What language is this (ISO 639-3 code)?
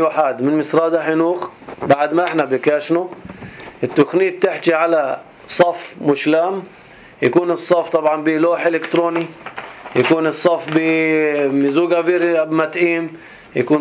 apc